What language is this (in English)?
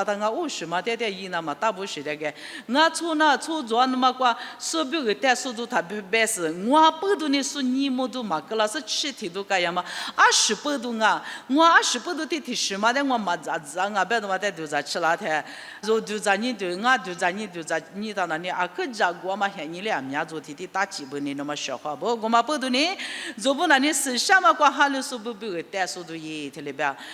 Lisu